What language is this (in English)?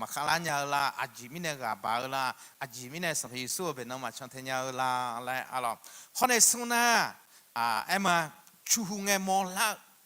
Akha